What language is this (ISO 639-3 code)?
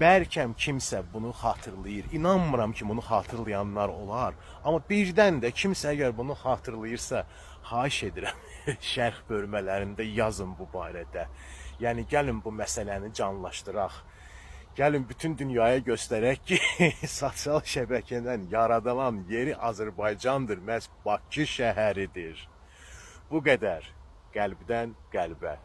aze